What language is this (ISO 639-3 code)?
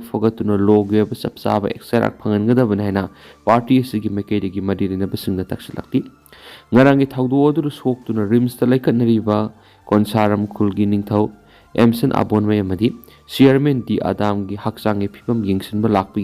mni